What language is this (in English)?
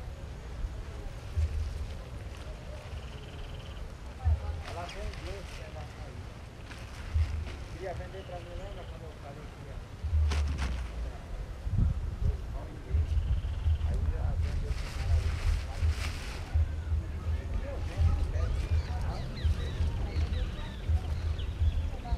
Portuguese